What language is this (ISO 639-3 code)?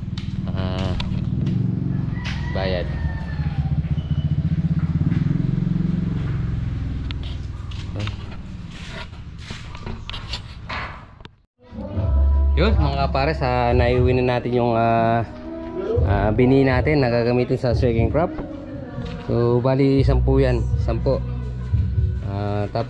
fil